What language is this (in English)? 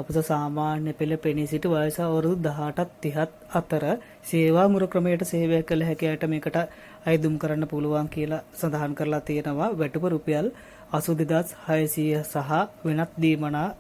Sinhala